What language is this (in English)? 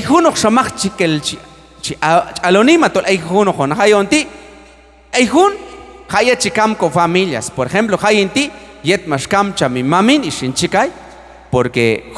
Q'anjob'al